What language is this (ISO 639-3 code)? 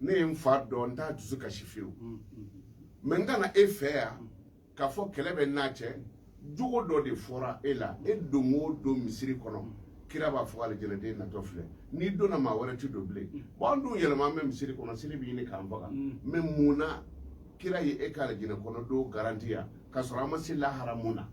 bam